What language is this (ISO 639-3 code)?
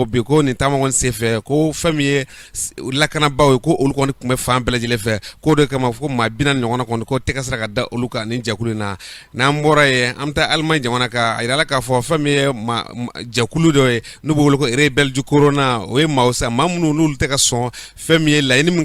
bam